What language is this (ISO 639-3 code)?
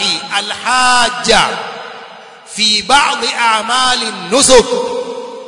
swa